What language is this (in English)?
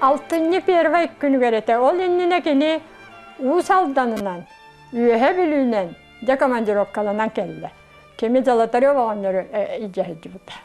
Yakut